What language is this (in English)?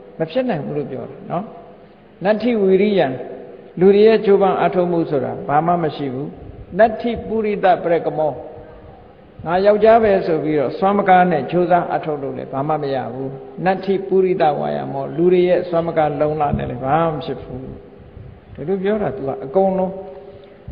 Burmese